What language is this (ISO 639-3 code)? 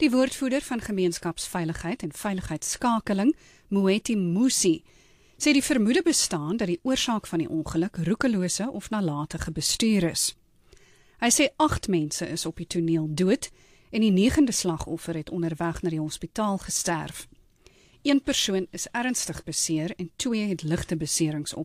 afr